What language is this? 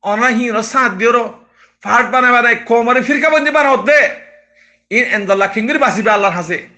Rohingya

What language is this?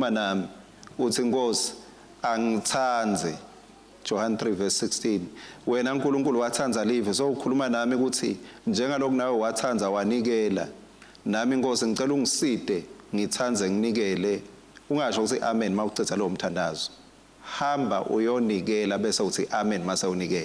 Swati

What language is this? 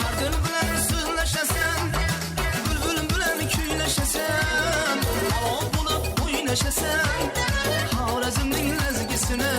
Kara-Kalpak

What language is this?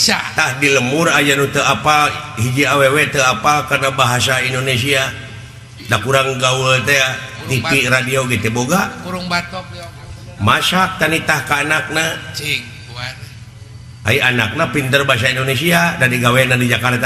Sundanese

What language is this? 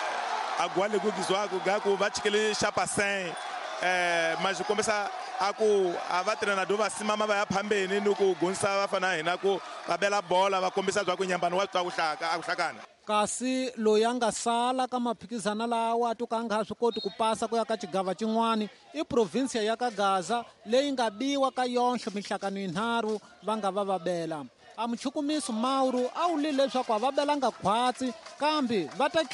Tsonga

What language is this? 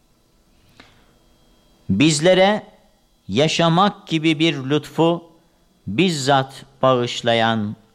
Turkish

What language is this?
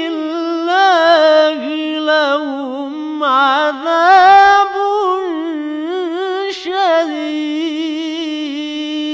Bangla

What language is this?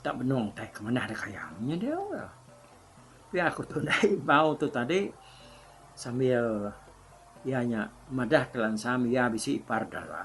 Iban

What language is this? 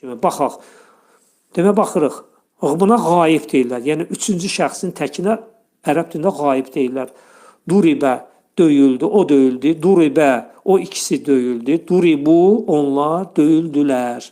Azerbaijani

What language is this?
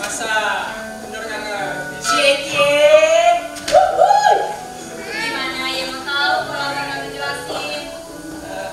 Betawi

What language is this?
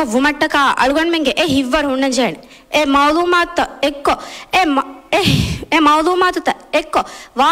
Divehi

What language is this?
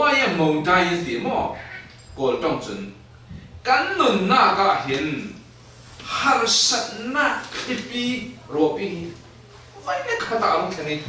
Falam Chin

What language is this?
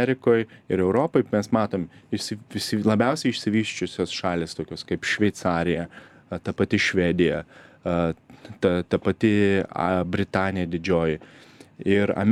Lithuanian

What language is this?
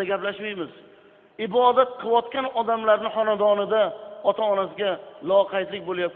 Uzbek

